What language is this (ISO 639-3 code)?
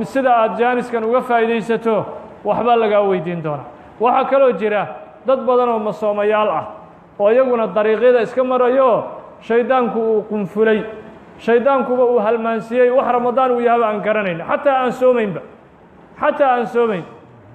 som